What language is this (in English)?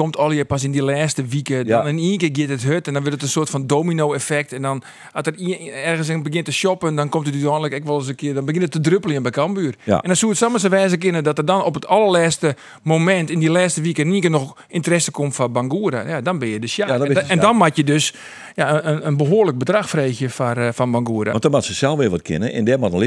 Western Frisian